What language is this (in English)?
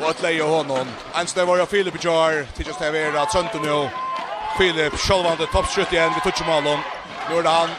Faroese